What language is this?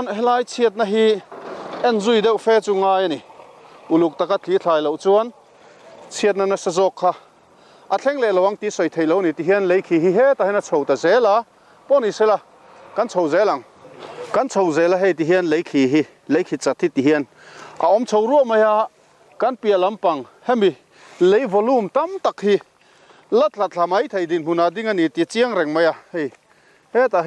Mizo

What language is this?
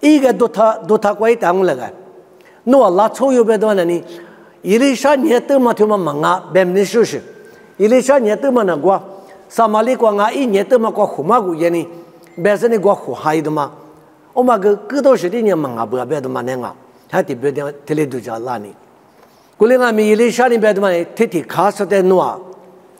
Lisu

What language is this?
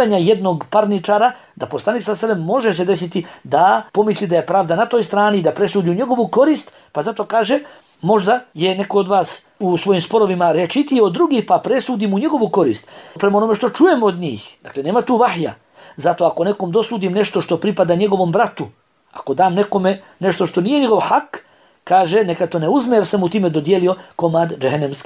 Bosnian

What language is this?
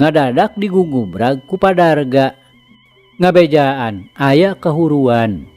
Sundanese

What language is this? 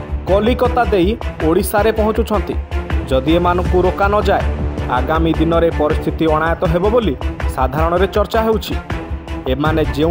Odia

